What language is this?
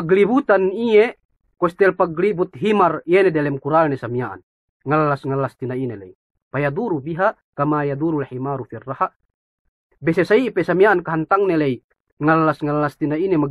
Yakan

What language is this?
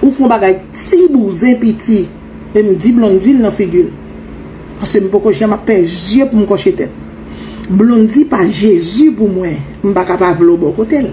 Haitian Creole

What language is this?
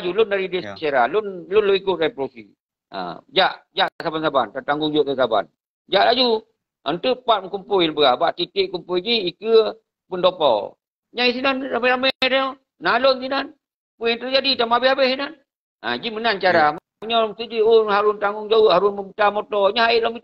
Achinese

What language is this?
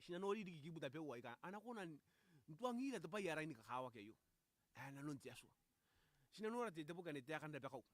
Gilbertese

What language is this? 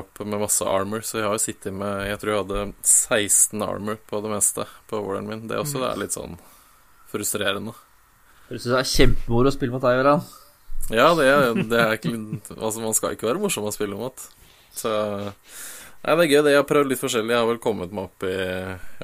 Norwegian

